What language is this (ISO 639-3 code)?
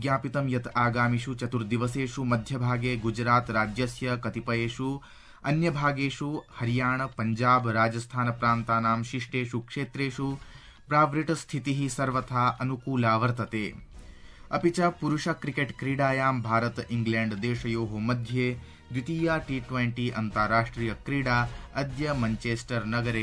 san